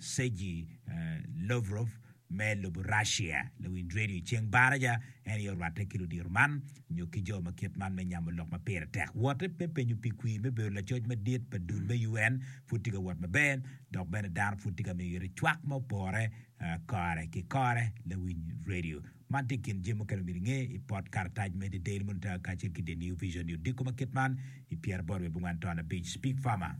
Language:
Acoli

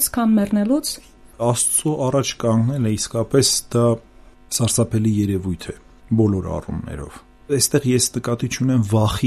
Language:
Armenian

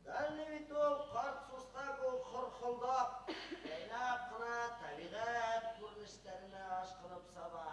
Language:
Bashkir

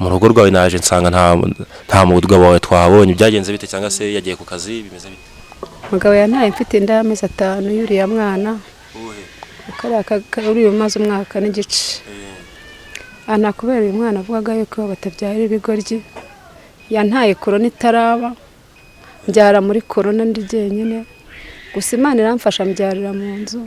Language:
Kinyarwanda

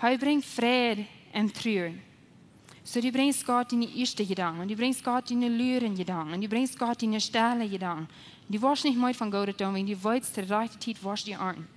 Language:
Plautdietsch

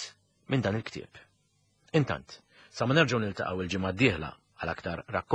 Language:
Maltese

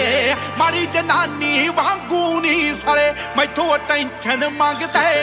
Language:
Punjabi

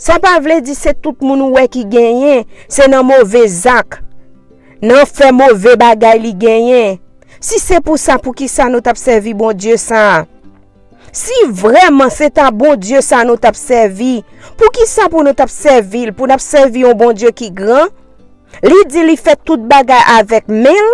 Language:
Haitian Creole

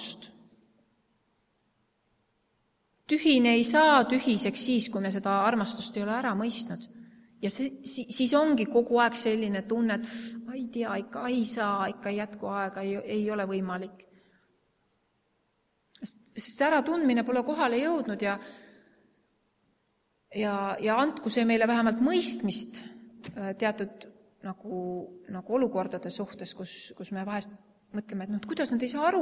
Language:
Estonian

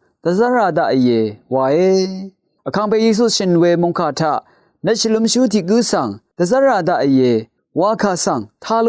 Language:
Rawang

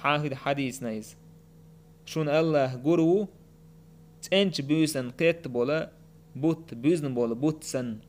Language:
Chechen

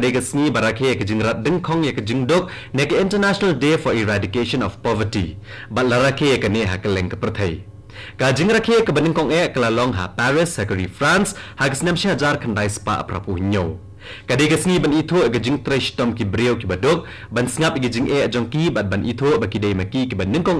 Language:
Khasi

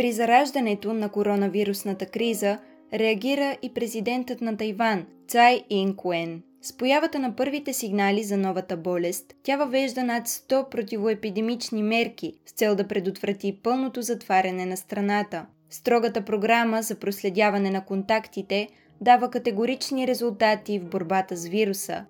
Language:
Bulgarian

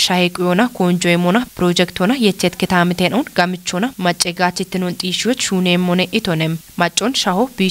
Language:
Kafa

